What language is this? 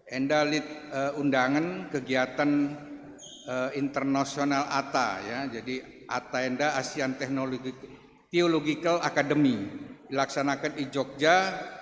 Batak Karo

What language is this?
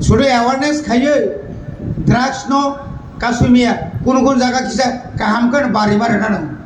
Kok Borok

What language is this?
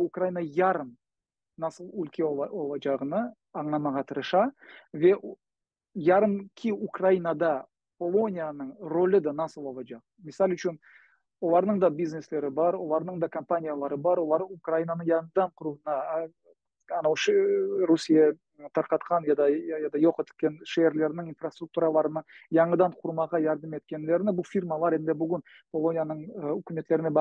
Crimean Tatar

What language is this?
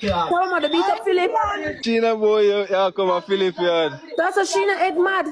Jamaican Creole English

